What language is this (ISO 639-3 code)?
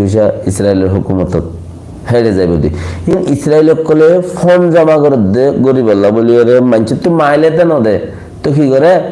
rhg